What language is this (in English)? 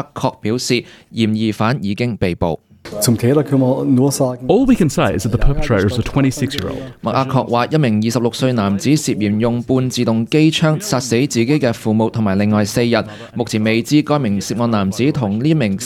Cantonese